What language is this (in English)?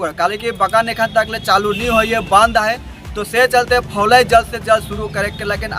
Sadri